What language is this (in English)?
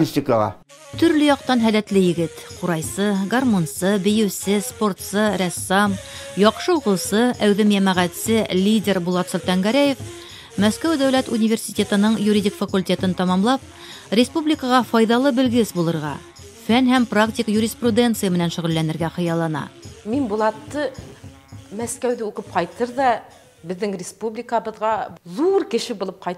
Bashkir